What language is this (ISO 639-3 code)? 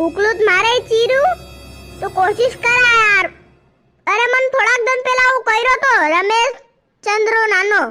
raj